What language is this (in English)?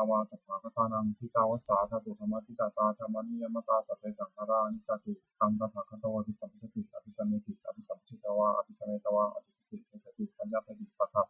Pali